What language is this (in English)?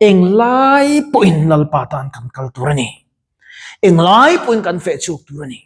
Mizo